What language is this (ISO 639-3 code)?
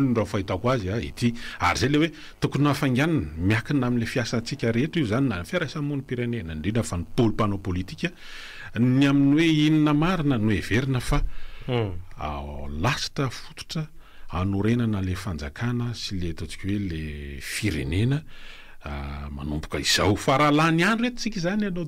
mlg